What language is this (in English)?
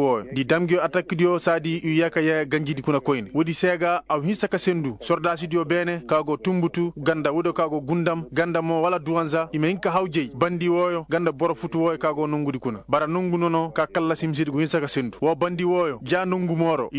Koyraboro Senni